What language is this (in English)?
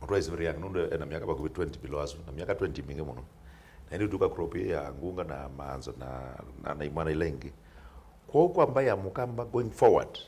Kamba